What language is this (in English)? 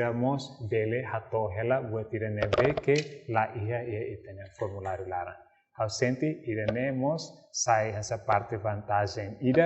Tetum